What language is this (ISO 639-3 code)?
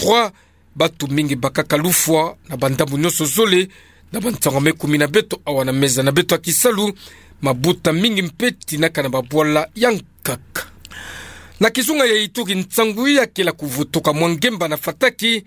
ktu